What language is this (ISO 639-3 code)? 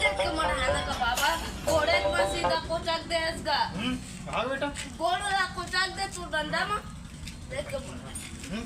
hne